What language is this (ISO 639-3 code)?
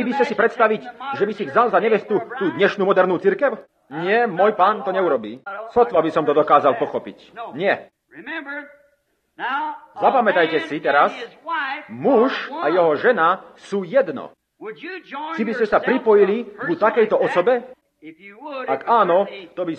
slk